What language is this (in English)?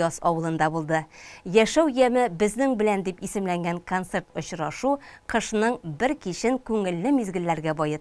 Tatar